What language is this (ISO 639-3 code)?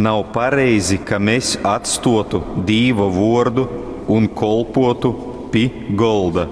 ltg